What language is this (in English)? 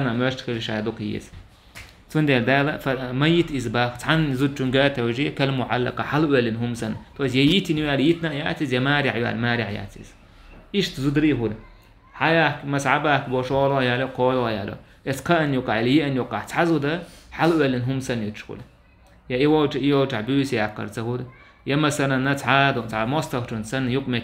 Chechen